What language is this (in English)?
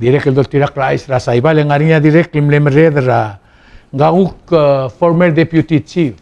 Palauan